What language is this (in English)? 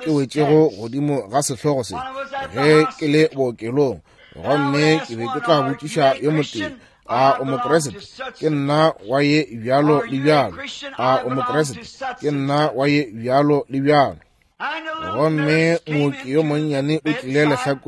Northern Sotho